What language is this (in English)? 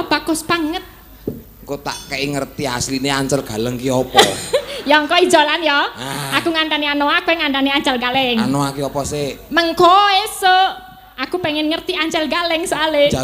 Javanese